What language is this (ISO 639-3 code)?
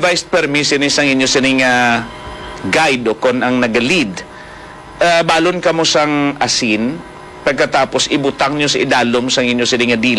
hil